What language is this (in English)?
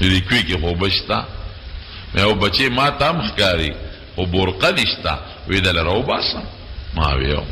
Pashto